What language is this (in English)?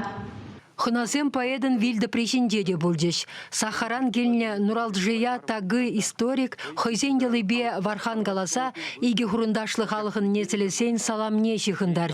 Chuvash